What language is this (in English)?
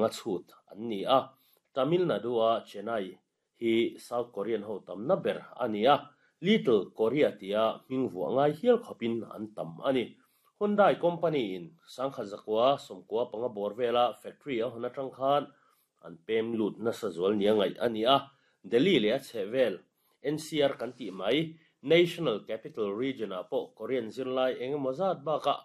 Mizo